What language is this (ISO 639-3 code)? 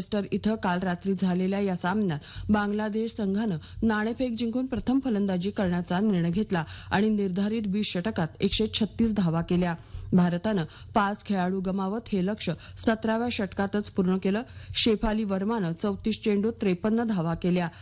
mar